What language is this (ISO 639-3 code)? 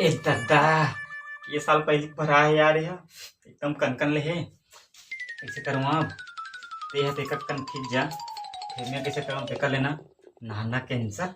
hne